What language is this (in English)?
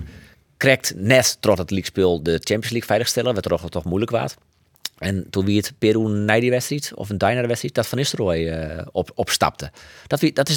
Western Frisian